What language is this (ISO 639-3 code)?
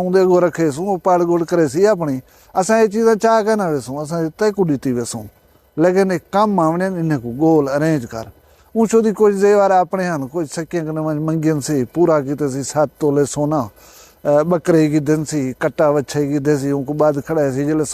skr